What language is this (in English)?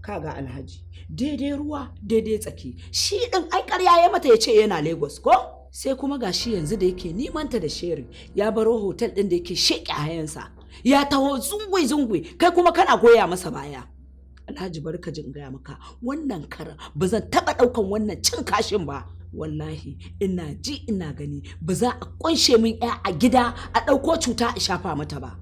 Hausa